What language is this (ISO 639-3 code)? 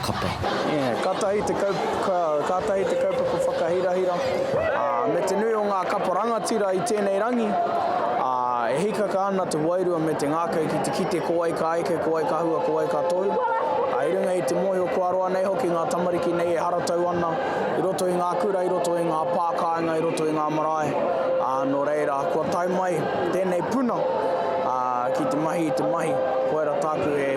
mri